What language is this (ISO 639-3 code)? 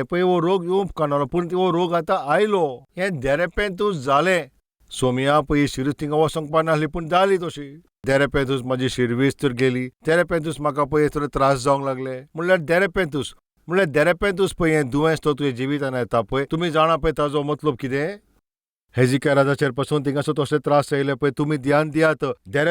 kok